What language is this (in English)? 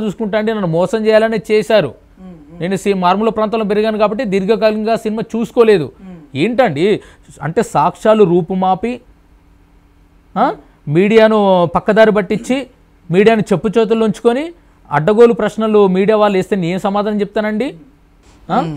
Telugu